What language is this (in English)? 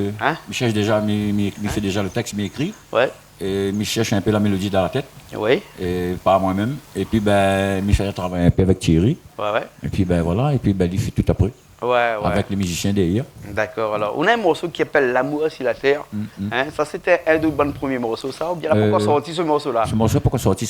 Réunion Creole French